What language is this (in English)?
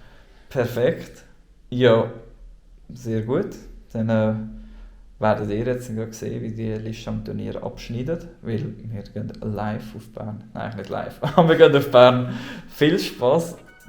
Swiss German